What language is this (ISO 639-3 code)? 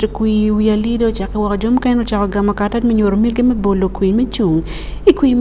ach